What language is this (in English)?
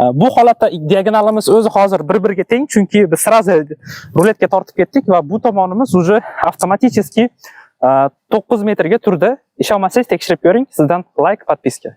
Uzbek